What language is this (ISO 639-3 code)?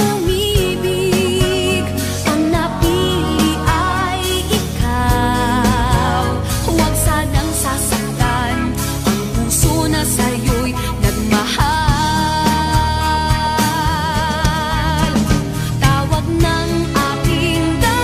fil